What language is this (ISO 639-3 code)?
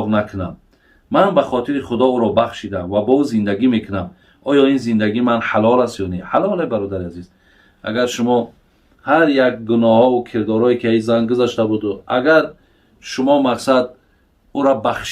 tgk